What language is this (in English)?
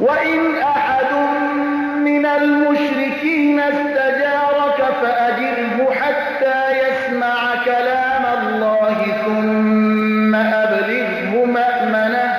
Persian